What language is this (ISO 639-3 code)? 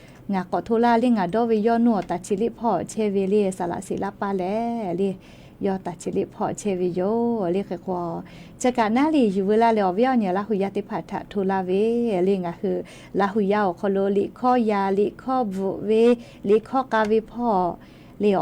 lhu